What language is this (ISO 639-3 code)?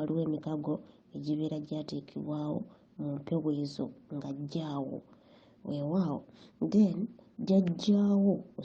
lug